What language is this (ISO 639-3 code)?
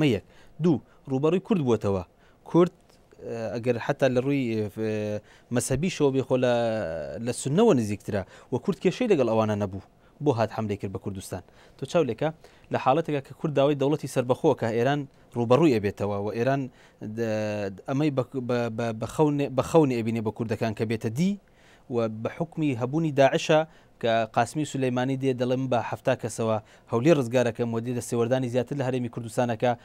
ckb